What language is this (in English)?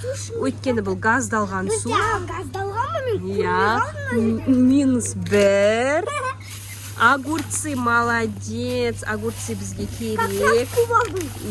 Kazakh